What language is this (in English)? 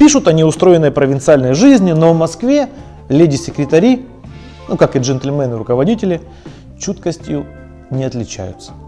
Russian